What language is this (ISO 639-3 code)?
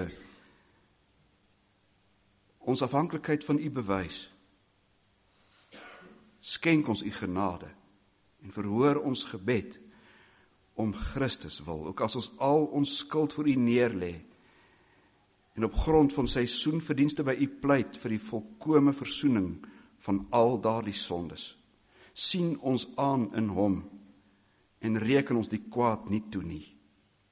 afr